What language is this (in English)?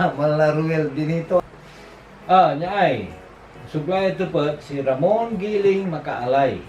Pangasinan